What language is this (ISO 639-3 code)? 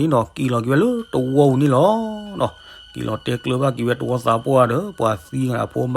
ksw